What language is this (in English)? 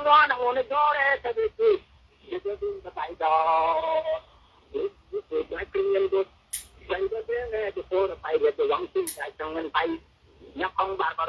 Nuer